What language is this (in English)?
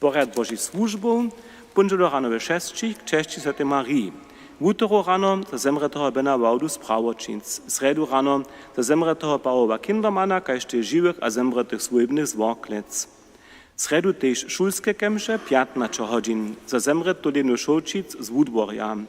Upper Sorbian